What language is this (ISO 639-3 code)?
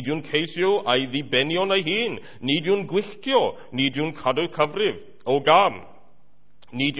cym